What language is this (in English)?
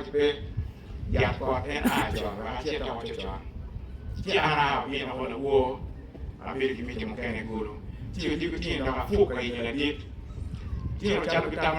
Acoli